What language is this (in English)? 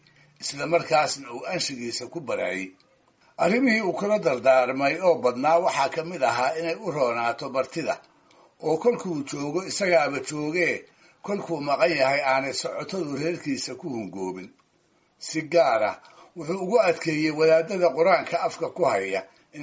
Somali